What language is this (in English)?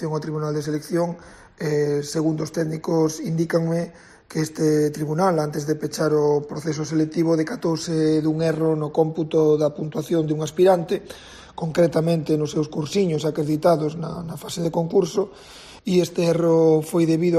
Galician